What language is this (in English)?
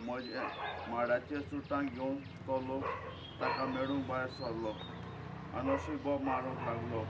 Konkani